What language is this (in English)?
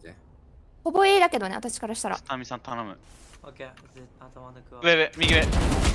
Japanese